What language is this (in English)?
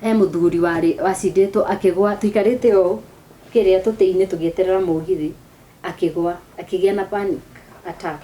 Kikuyu